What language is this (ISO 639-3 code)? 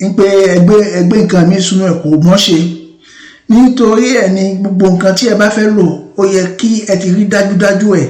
yor